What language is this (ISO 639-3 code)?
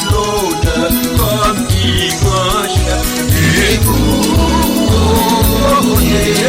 hat